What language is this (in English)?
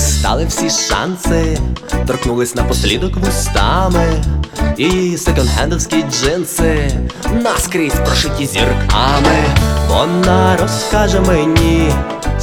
Ukrainian